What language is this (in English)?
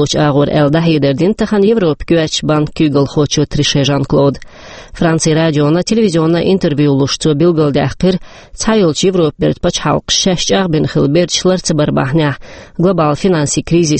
Chechen